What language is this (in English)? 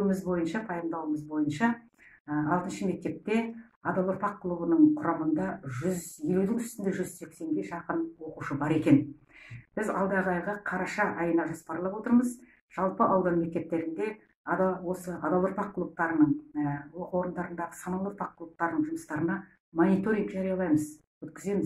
Kazakh